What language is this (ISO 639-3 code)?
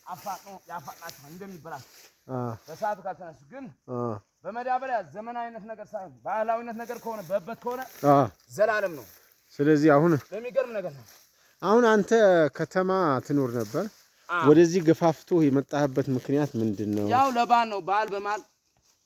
amh